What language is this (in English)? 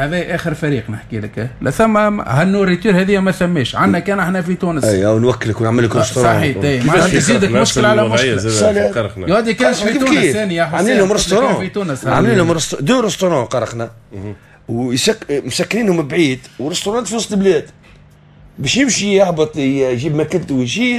Tunisian Arabic